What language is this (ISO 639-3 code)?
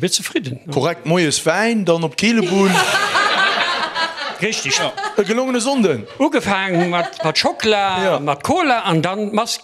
ltz